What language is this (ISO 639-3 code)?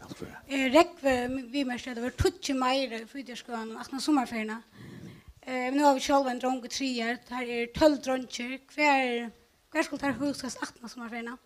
fao